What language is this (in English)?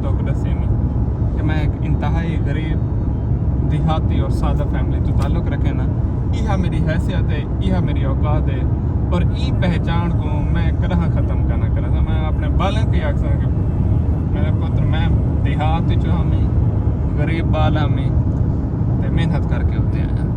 Saraiki